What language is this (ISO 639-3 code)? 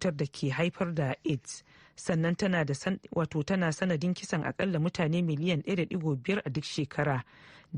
hau